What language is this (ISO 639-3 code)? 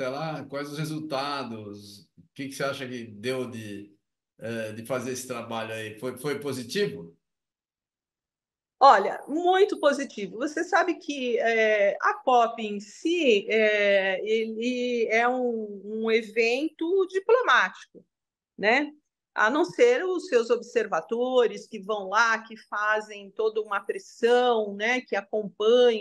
por